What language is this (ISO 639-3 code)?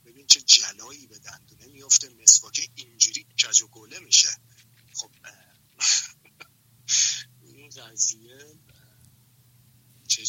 fas